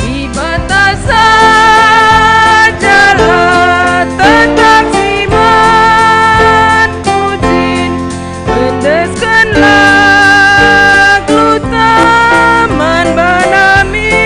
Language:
Batak Karo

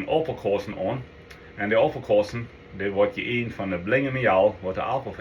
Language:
Plautdietsch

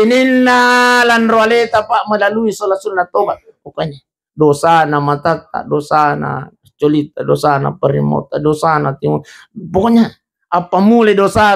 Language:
Buginese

